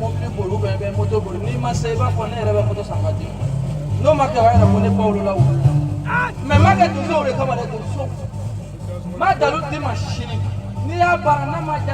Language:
Bambara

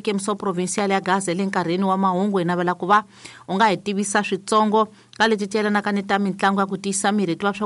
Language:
Tsonga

